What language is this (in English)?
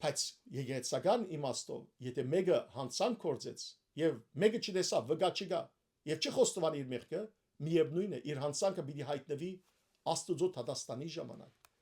Western Armenian